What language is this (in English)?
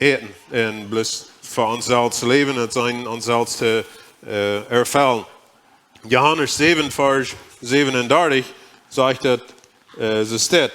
Plautdietsch